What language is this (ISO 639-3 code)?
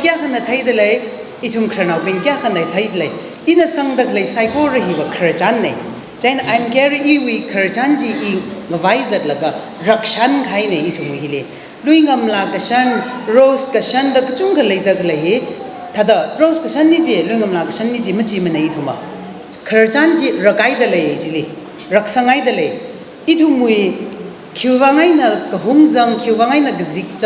nmf